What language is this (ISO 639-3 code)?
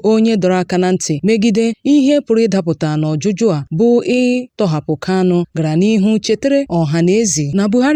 ibo